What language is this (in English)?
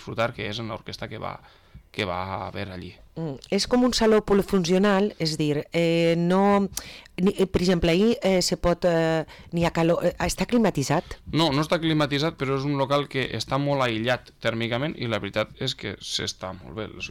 Catalan